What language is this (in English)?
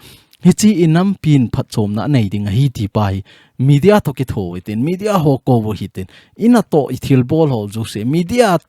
Thado Chin